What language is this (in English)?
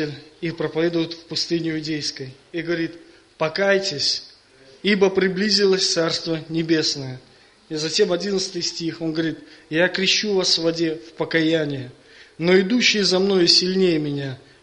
Russian